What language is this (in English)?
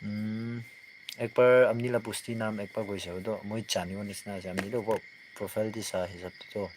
Naga Pidgin